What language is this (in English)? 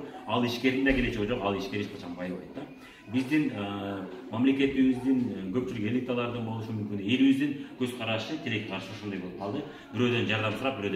Kyrgyz